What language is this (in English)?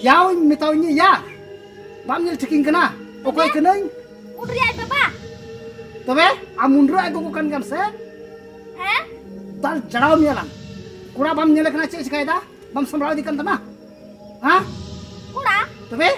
Santali